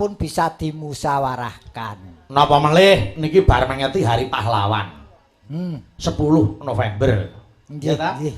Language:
Javanese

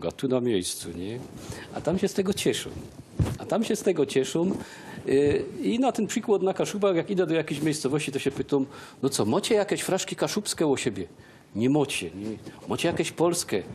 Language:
Silesian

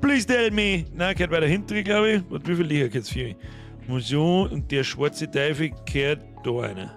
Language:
Bavarian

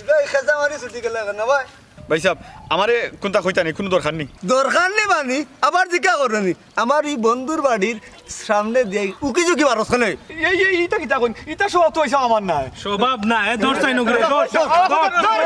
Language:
Sylheti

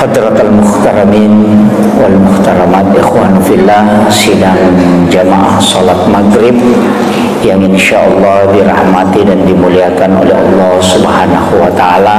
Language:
Buginese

